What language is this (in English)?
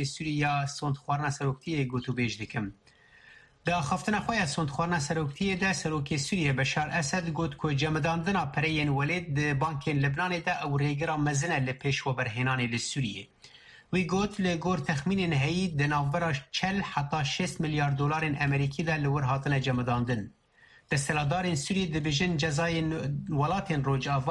Kurdish